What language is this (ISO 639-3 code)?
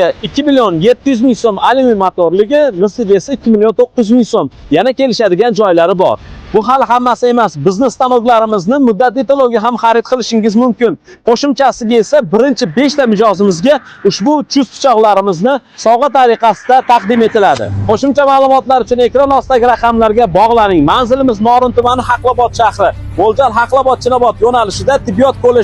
uzb